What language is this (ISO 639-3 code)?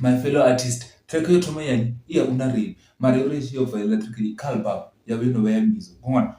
ven